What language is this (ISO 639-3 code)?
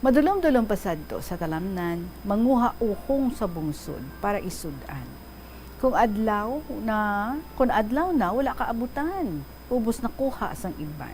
hil